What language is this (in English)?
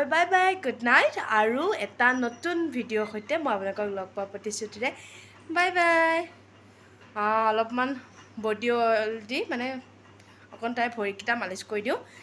Assamese